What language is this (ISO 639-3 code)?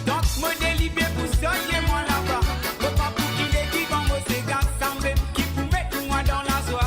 mfe